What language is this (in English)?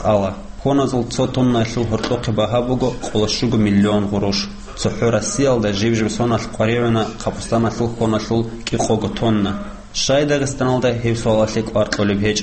Avaric